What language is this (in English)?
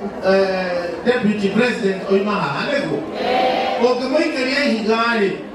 Kikuyu